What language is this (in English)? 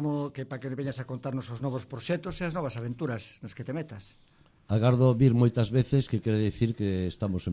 Galician